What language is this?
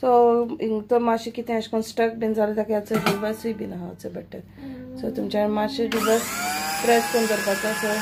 Konkani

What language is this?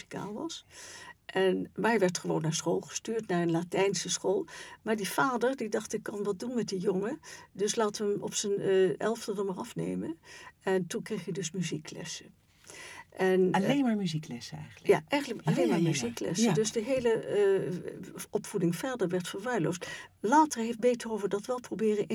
Dutch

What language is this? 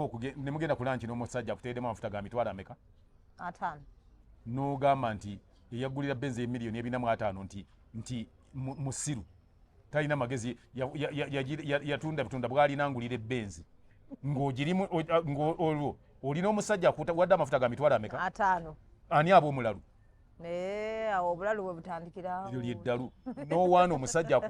Ganda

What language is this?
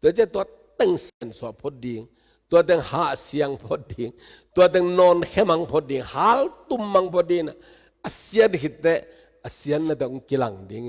Tedim Chin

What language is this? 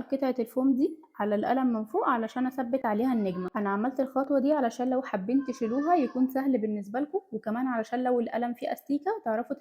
Egyptian Arabic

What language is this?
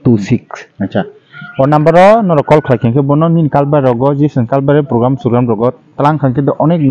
Kok Borok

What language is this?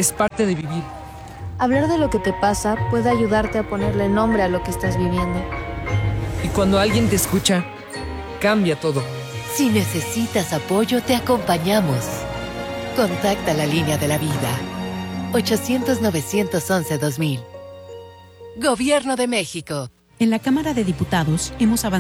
Spanish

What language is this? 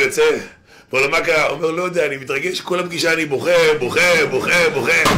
Hebrew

